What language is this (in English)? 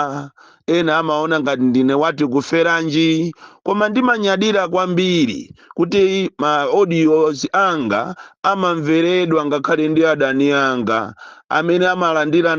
Nyanja